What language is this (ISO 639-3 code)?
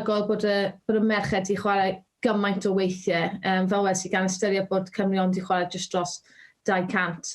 cym